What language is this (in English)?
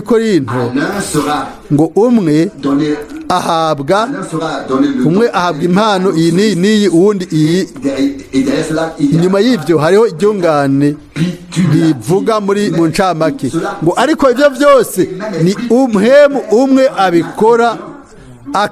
Rundi